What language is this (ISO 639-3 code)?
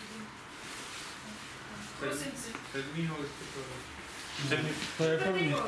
ces